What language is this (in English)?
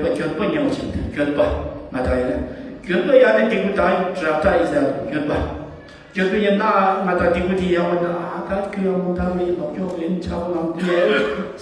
Tibetan